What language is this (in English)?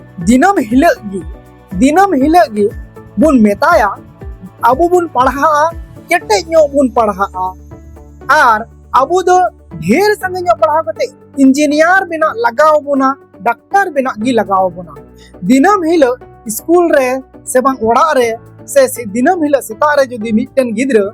Santali